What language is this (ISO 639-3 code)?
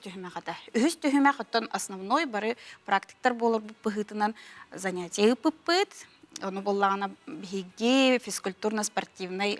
sah